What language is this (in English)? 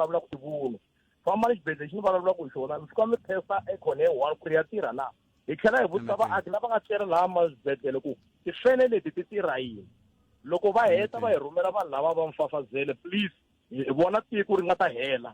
Tsonga